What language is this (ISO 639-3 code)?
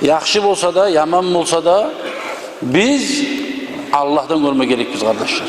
kum